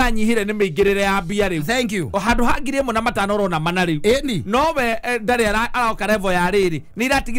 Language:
Kikuyu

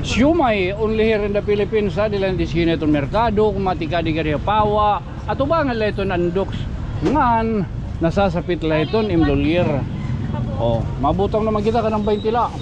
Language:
Waray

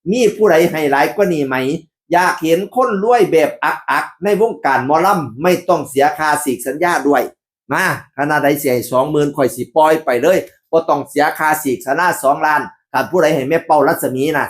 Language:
Northeastern Thai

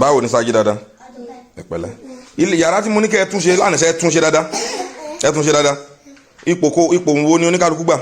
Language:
Yoruba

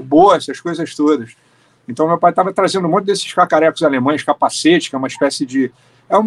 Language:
Portuguese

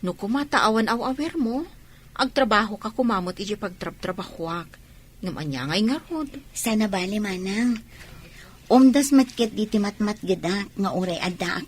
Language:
Iloko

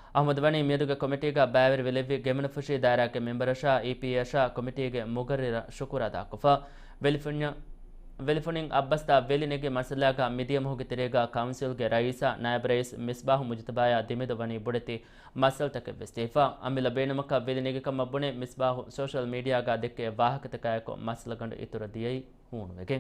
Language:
Divehi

